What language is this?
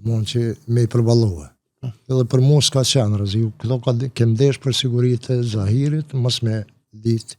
Albanian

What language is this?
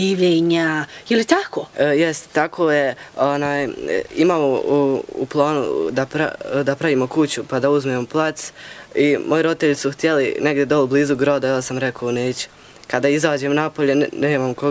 Bosnian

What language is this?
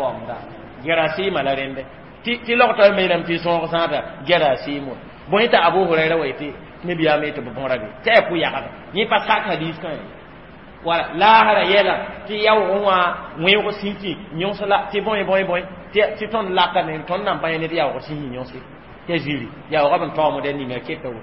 Mossi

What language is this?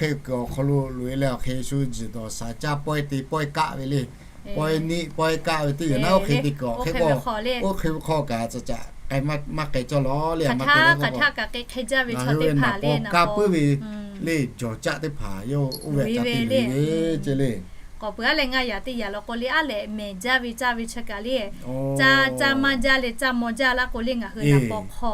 Lahu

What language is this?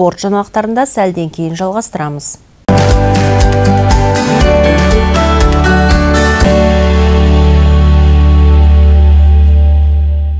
Kazakh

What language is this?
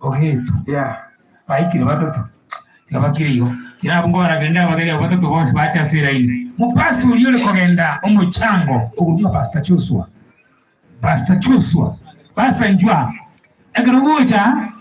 Gusii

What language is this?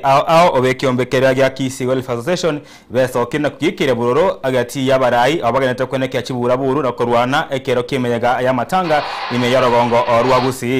Gusii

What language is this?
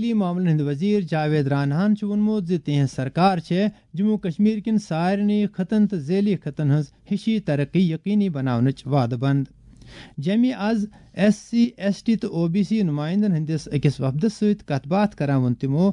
Kashmiri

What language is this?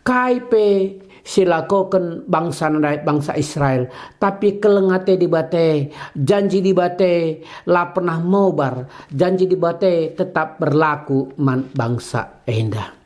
Batak Karo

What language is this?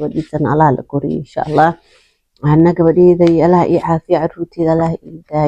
Somali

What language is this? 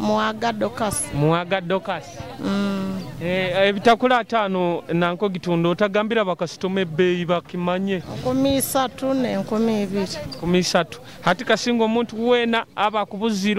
Nyoro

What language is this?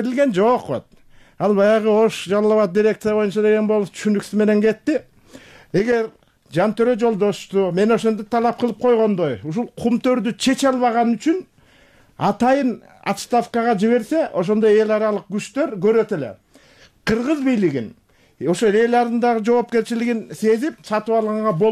Kyrgyz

